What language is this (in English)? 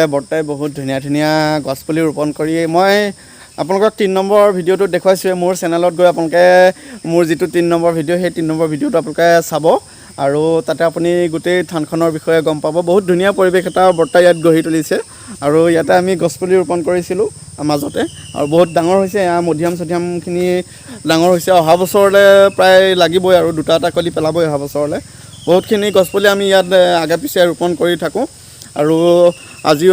Assamese